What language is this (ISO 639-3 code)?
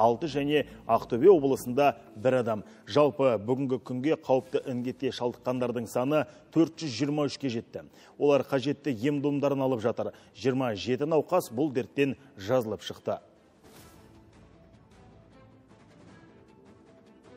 kaz